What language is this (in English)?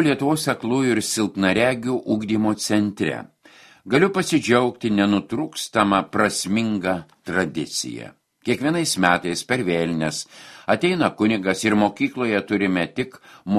Lithuanian